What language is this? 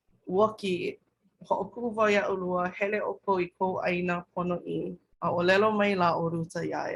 Hawaiian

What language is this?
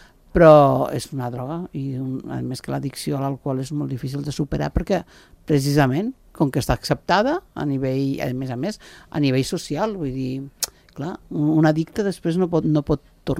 Catalan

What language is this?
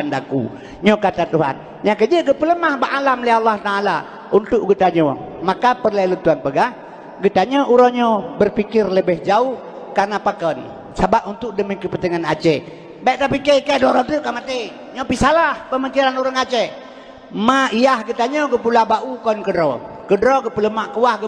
Achinese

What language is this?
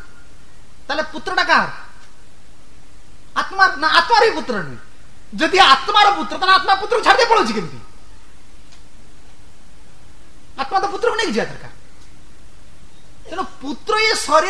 Odia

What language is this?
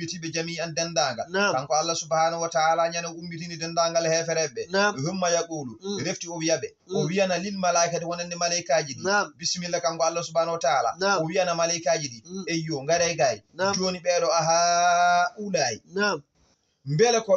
Fula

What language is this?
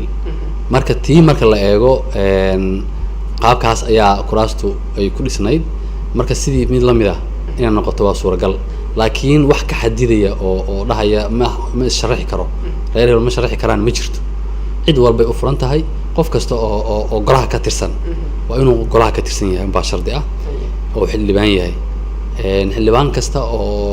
Somali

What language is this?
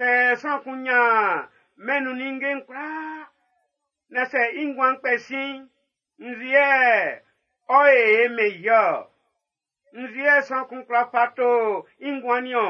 Baoulé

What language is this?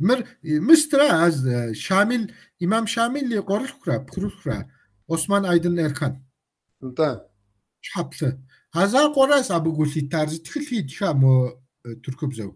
Kabardian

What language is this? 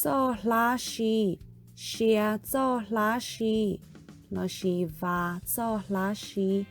Hmong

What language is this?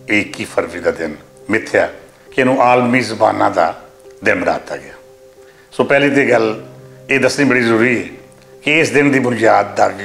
Western Panjabi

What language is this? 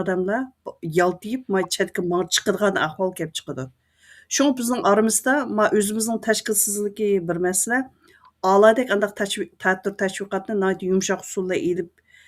Uyghur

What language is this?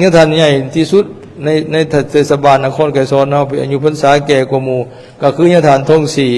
Lao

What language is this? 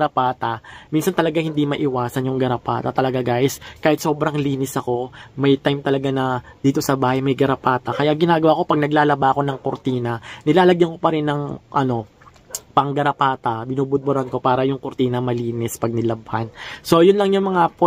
Filipino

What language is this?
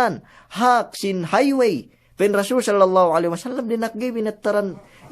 Yakan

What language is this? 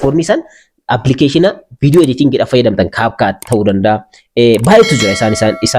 Oromo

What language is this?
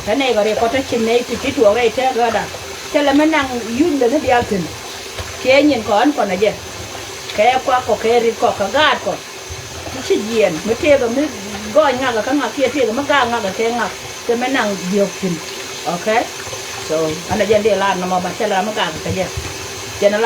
Nuer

